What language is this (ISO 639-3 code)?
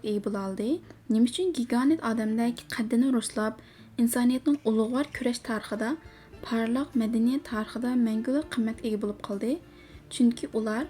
uig